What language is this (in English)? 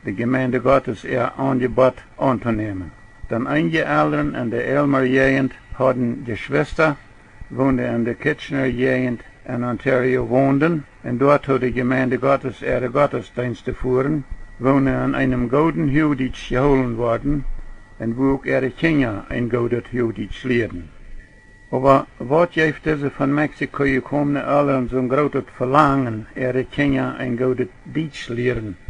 Plautdietsch